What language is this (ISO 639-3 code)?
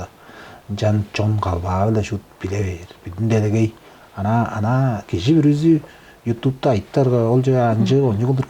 tyv